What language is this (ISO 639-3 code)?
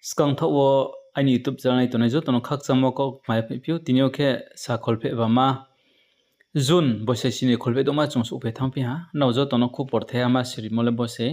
ria